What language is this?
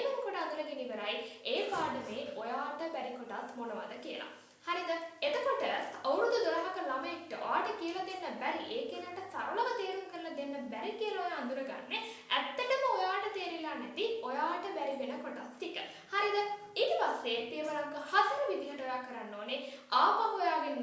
Sinhala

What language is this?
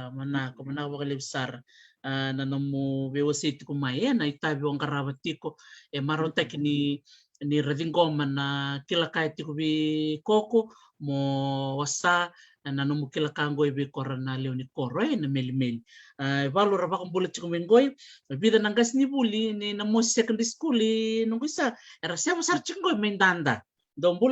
Fijian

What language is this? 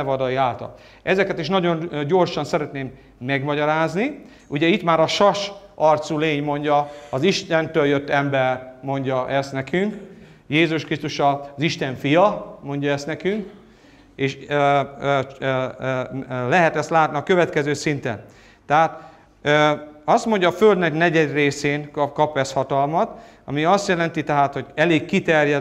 Hungarian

